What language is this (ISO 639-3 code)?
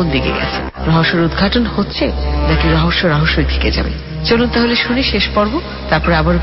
ben